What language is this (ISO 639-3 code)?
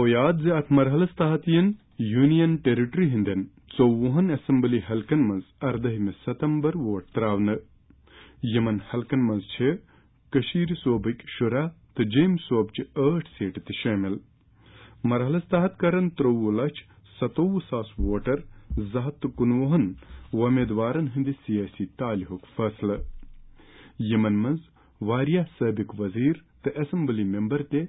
kas